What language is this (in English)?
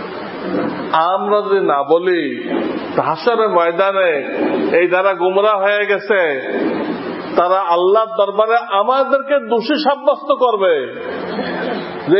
Bangla